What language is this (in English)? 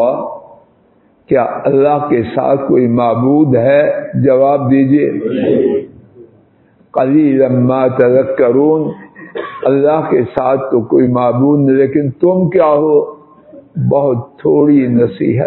Urdu